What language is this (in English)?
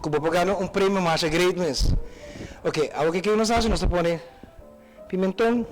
Papiamento